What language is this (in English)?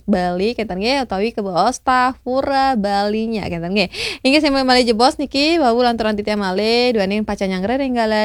Balinese